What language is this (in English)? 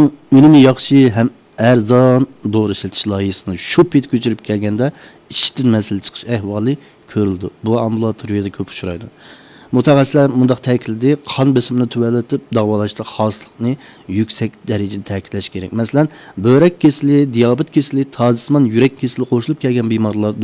Uyghur